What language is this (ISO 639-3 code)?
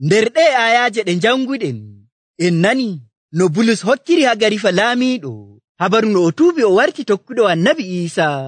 fuv